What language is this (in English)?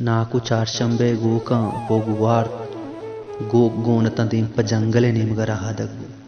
Baluchi